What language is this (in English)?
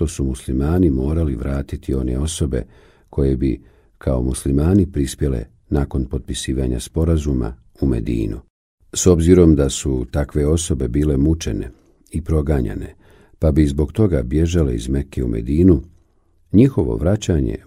Bosnian